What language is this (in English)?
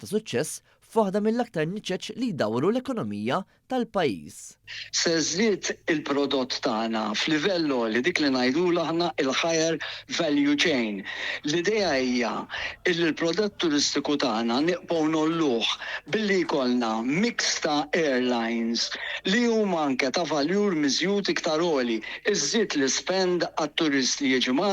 Maltese